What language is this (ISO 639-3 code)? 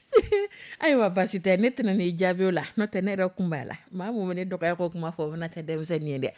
dyu